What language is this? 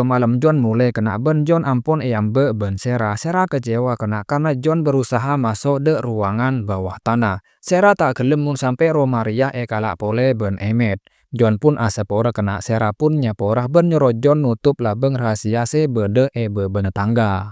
Madurese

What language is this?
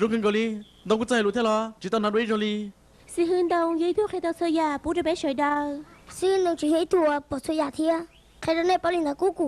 Hmong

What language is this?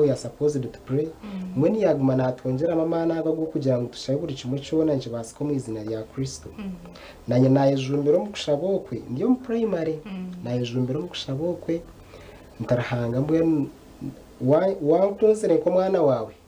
Nyankole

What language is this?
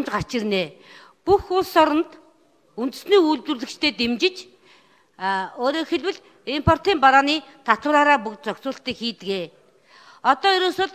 Mongolian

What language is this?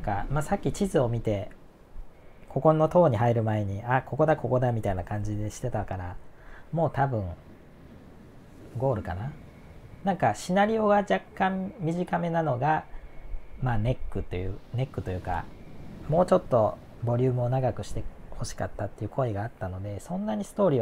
Japanese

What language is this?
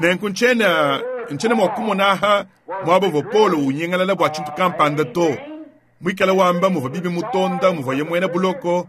Luba-Lulua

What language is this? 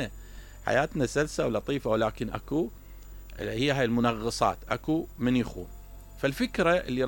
Mesopotamian Arabic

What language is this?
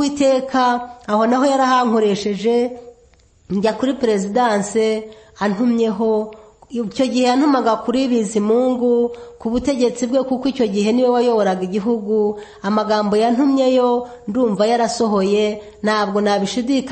Kinyarwanda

